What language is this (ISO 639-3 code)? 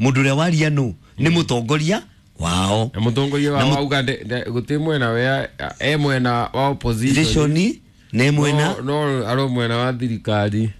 kik